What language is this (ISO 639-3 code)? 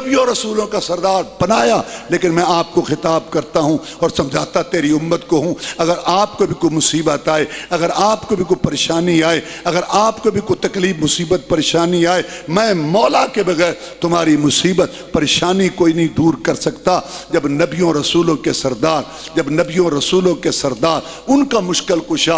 urd